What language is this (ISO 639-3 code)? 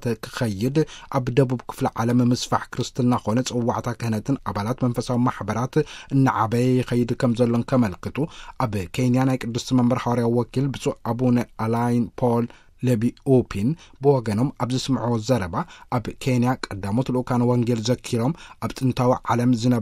tir